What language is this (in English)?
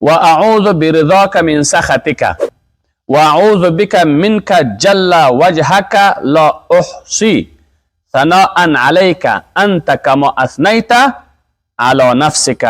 Persian